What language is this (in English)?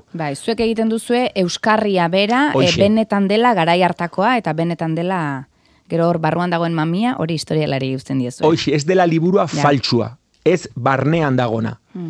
Basque